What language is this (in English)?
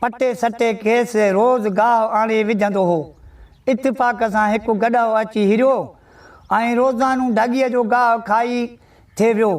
Sindhi